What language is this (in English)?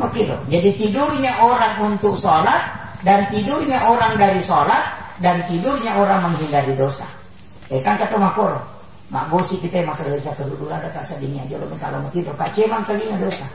Buginese